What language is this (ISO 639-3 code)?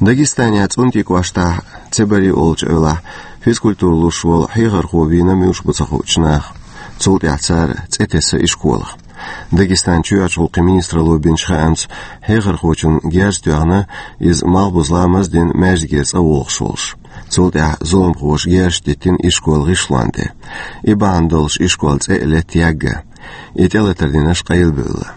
che